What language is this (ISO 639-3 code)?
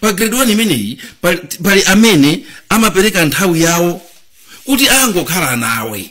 nya